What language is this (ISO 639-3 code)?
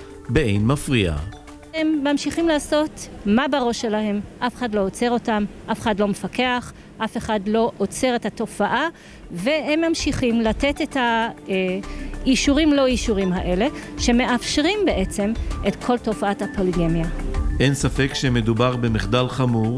heb